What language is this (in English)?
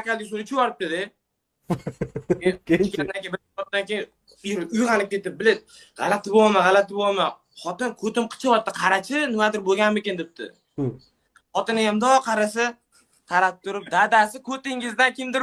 Uzbek